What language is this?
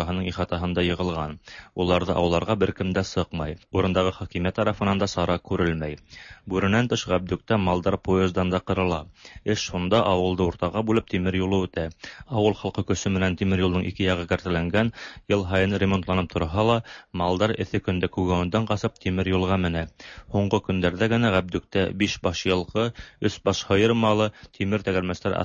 Tatar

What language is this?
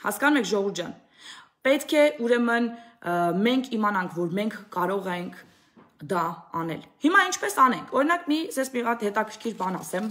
Armenian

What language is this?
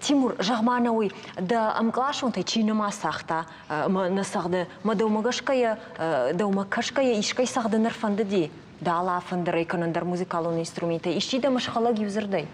Ossetic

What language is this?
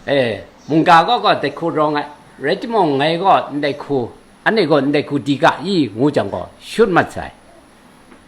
Kachin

